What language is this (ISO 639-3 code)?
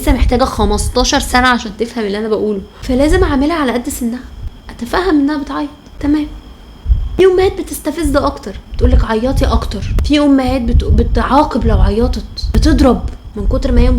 arz